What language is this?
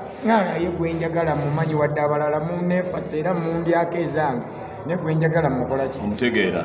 Ganda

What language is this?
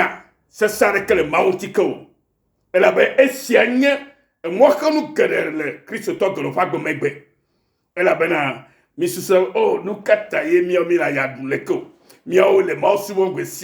Ewe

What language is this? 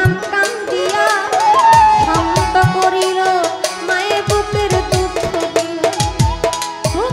Bangla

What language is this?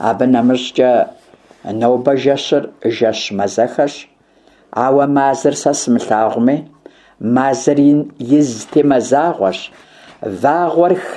Kabardian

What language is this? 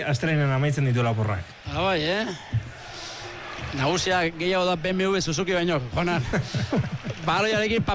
Basque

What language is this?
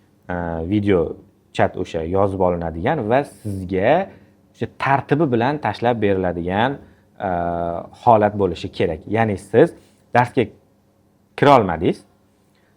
Uzbek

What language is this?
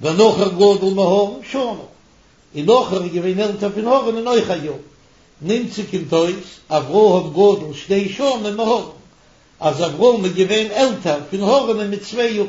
Yiddish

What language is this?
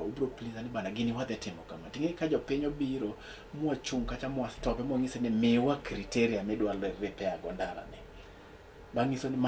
Luo (Kenya and Tanzania)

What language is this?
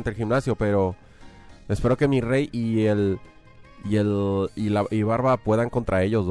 Spanish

